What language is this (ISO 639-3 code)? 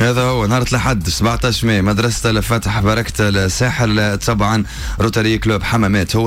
aeb